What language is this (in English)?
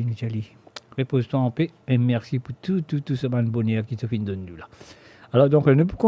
Morisyen